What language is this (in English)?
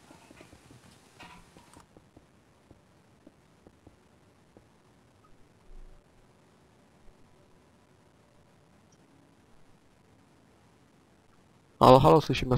Czech